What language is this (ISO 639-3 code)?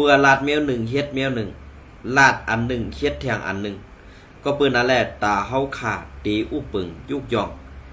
shn